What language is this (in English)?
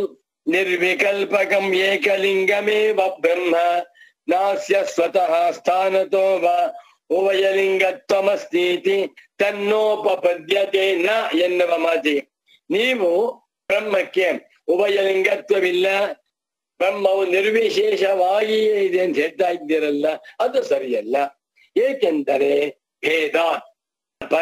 Kannada